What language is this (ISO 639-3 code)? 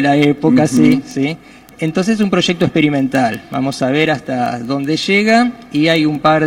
spa